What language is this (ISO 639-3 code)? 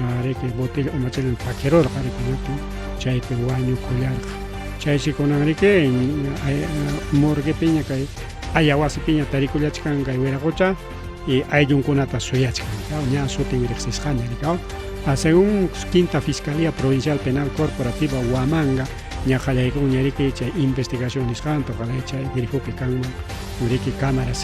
quy